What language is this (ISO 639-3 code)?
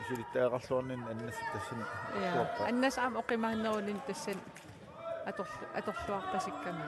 kal